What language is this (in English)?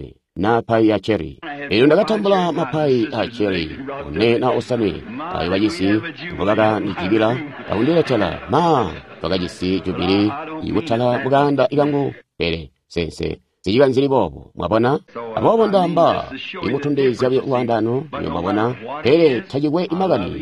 Tonga (Zambia)